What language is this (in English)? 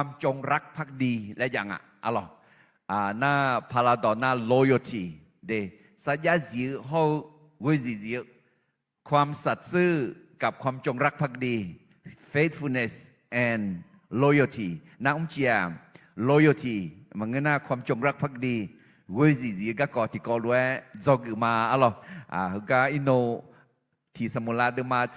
Akha